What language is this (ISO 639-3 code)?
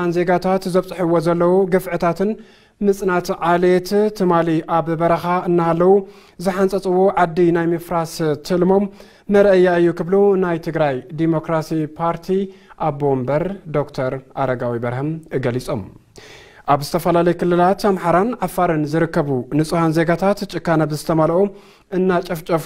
tir